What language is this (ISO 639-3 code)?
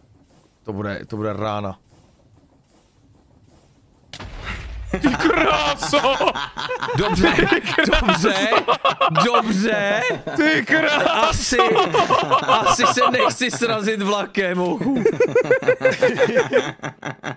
ces